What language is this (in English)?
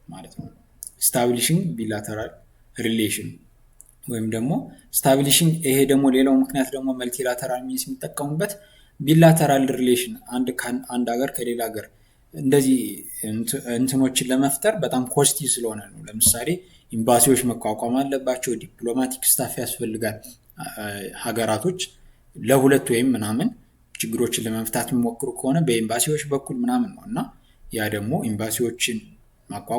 Amharic